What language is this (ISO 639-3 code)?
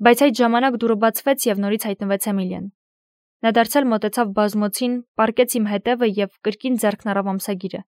hye